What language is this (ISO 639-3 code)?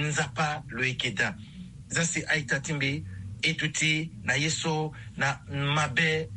sag